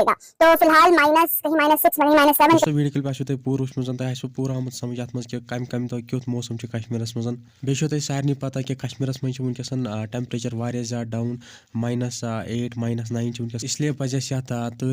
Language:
Kashmiri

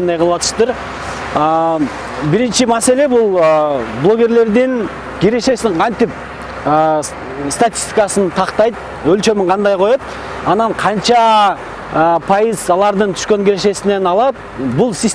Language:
Kyrgyz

